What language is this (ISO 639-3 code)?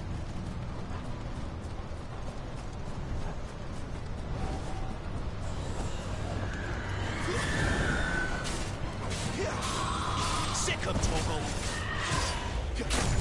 eng